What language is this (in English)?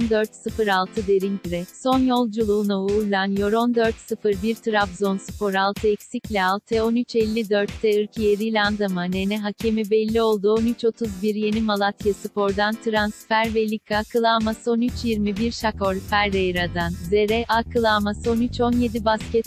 Turkish